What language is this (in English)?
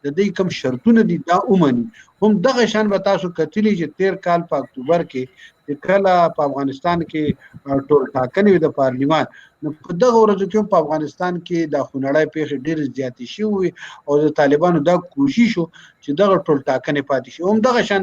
Pashto